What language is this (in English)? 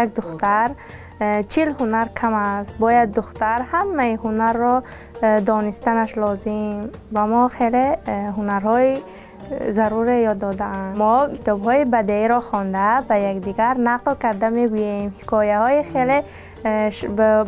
Tajik